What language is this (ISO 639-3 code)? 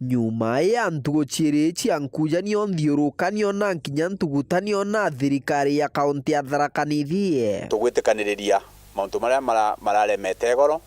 mer